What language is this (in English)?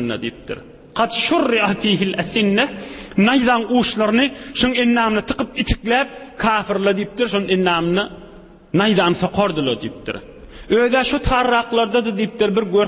Turkmen